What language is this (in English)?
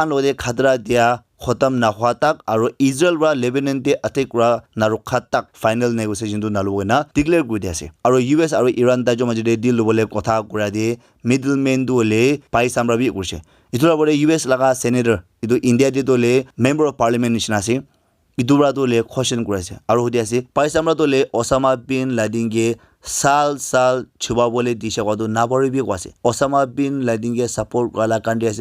Naga Pidgin